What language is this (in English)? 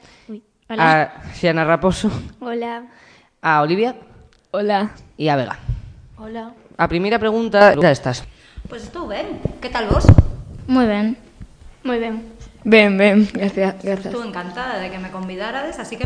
Galician